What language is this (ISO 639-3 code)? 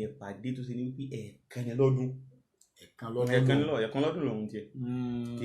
yor